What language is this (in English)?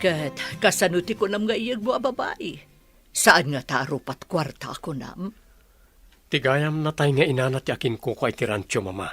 Iloko